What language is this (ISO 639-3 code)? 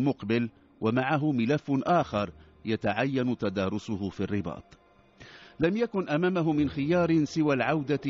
ara